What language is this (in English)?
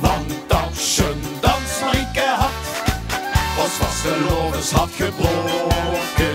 Limburgish